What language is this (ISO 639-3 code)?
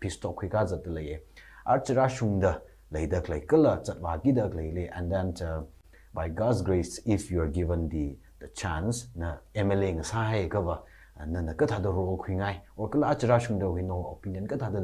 nmf